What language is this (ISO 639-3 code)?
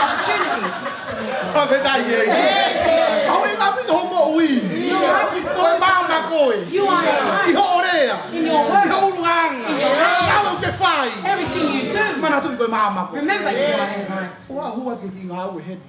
ton